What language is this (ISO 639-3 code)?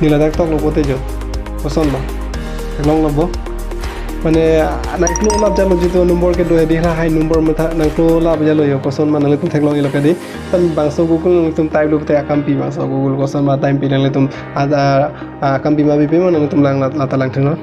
mjw